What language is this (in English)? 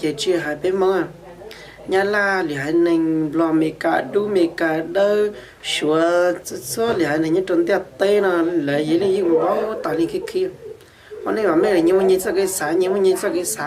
Hmong